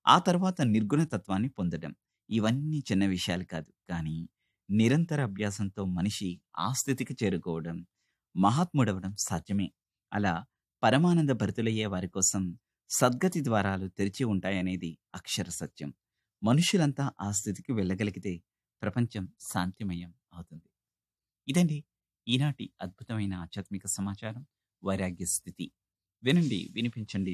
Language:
Telugu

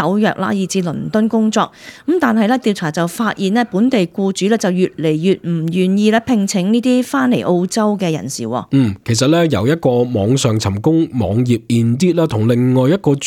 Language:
Cantonese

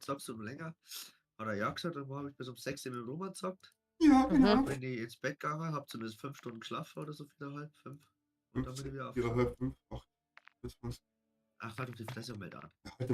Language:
Bavarian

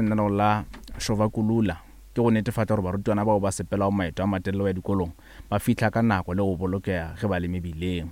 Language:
Northern Sotho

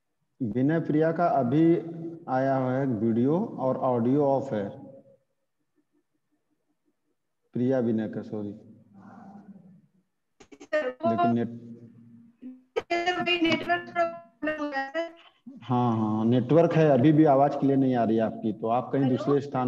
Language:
Hindi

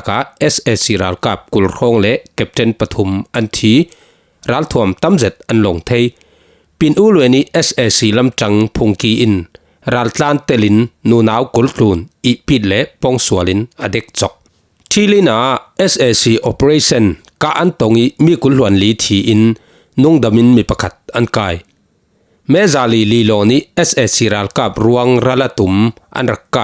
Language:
Falam Chin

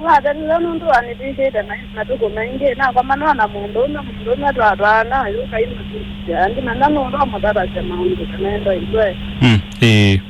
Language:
Kamba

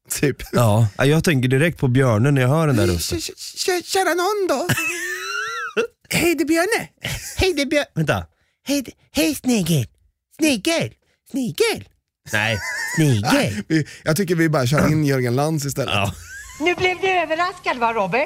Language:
Swedish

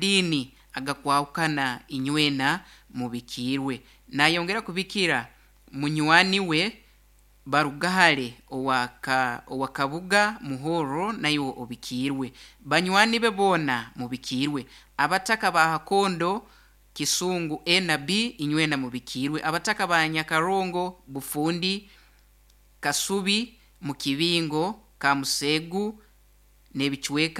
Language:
Nyoro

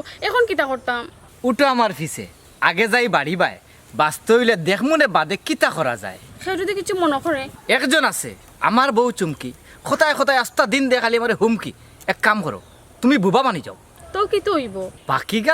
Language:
Sylheti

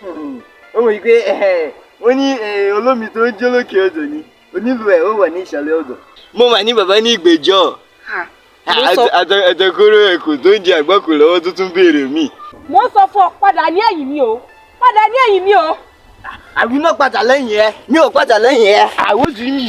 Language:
Yoruba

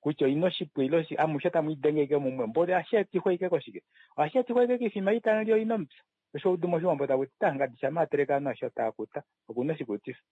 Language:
Kuanyama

